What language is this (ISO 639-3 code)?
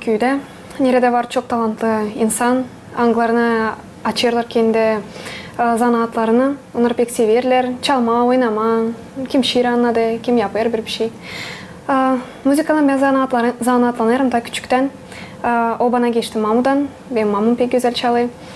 gag